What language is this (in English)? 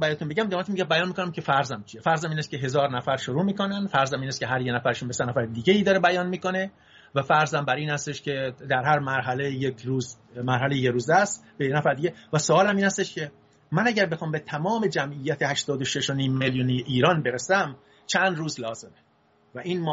Persian